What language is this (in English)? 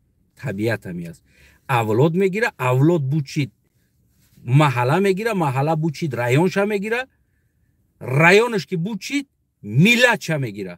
Tajik